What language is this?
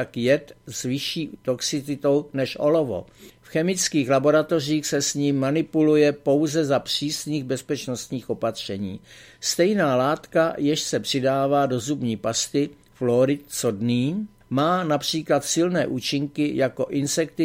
Czech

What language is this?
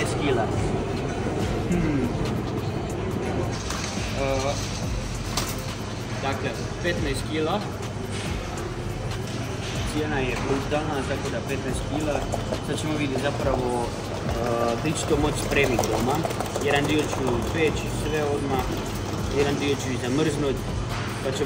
Croatian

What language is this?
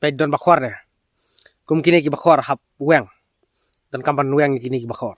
Khasi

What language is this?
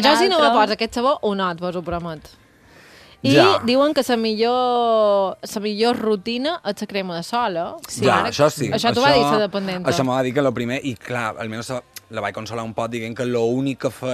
Catalan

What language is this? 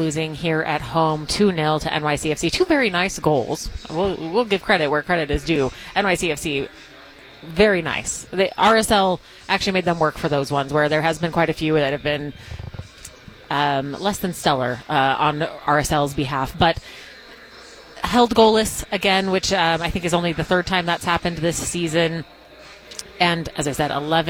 English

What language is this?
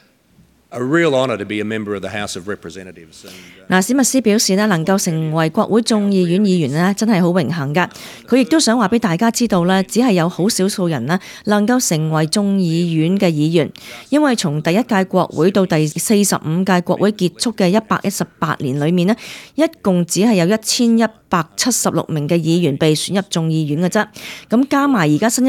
Cantonese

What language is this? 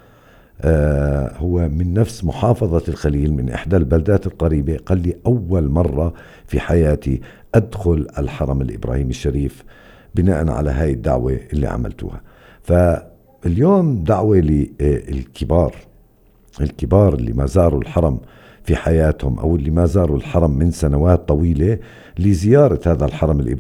North Levantine Arabic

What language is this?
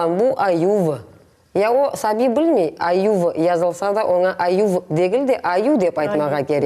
Crimean Tatar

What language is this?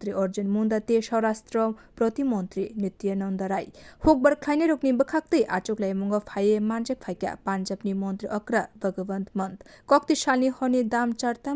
Kok Borok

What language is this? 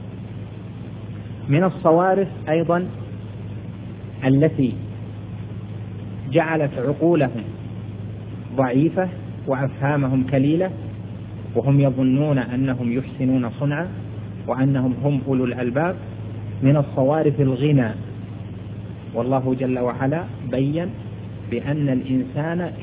Arabic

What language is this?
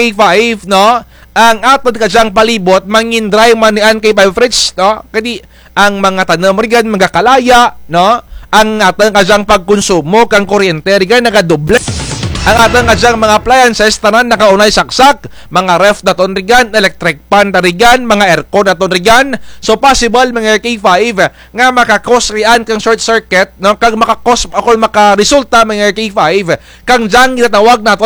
Kinaray-a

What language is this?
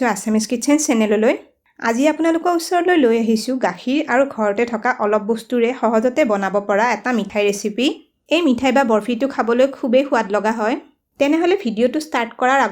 Assamese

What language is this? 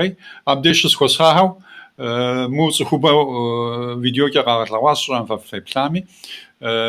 Kabardian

